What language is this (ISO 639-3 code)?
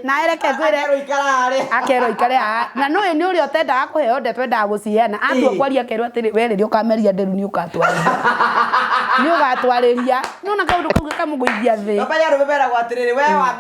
kik